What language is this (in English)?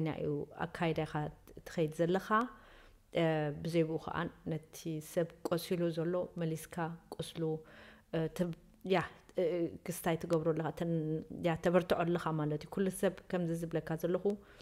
Tigrinya